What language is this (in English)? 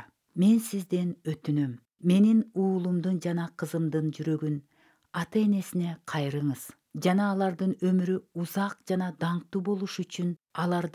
Kyrgyz